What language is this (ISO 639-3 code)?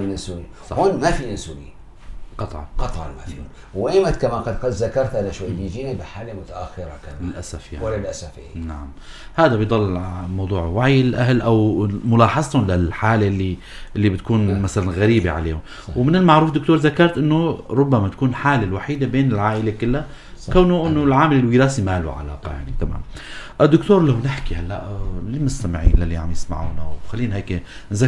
apc